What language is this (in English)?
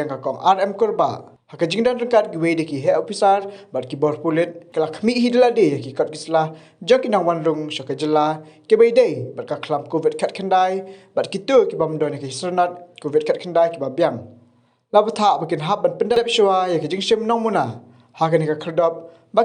Khasi